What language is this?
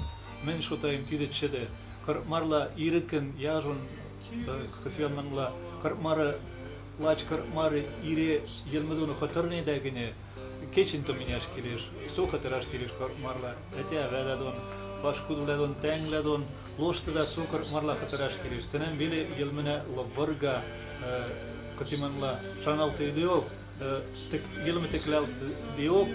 Western Mari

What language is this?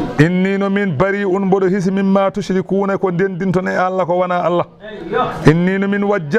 Fula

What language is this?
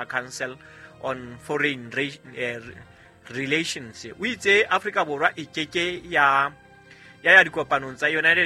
Southern Sotho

